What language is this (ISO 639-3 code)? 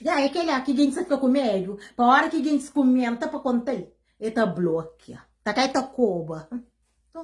kea